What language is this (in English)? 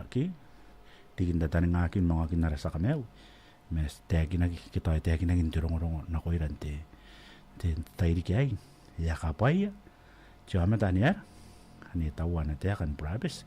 Gilbertese